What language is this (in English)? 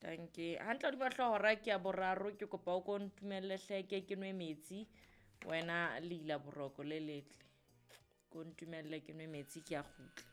Southern Sotho